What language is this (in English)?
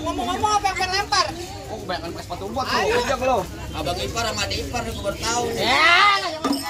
Betawi